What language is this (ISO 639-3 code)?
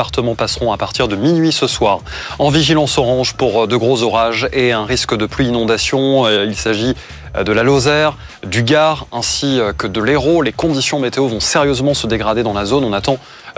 fra